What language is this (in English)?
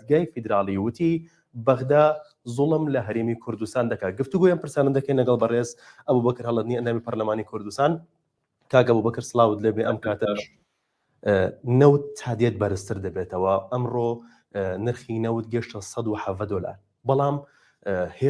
Central Kurdish